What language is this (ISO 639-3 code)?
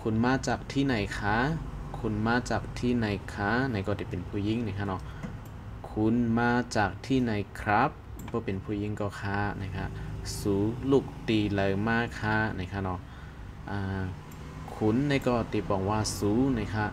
shn